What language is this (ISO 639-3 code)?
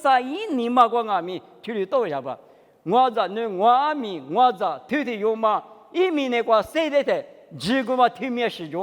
lis